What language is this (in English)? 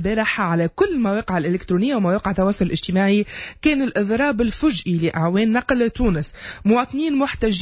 Tunisian Arabic